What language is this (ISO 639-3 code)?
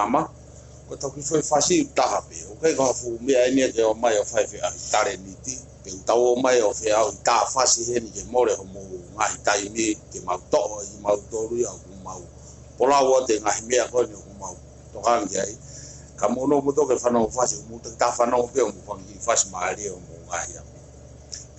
ton